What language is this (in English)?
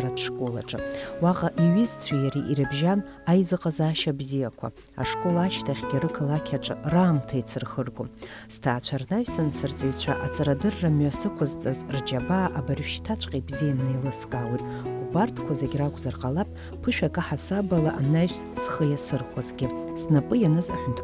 Abkhazian